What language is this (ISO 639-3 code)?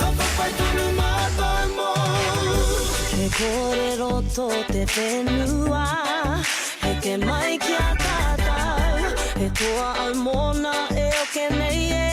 mri